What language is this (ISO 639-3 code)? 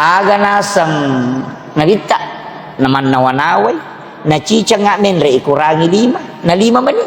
bug